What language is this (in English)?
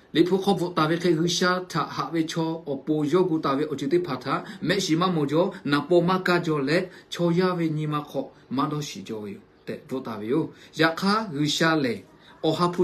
Lahu